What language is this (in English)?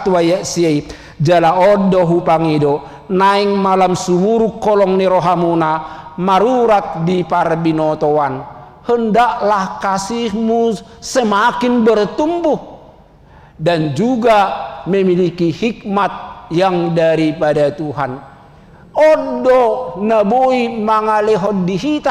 Batak Toba